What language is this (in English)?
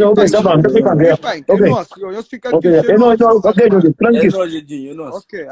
Kabuverdianu